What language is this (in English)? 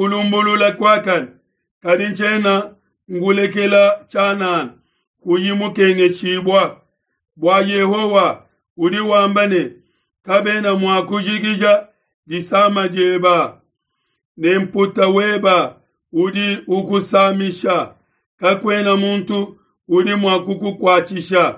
Luba-Lulua